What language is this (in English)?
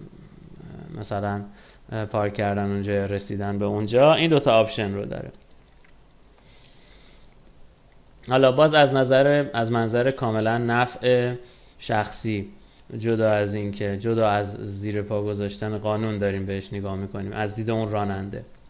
Persian